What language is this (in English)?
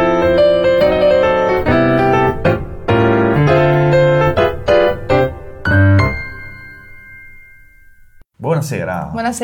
Italian